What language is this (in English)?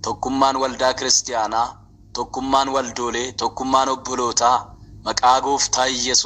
Oromo